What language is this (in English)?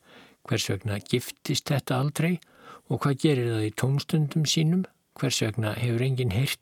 Icelandic